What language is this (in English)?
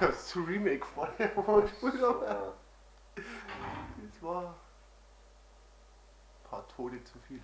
Bavarian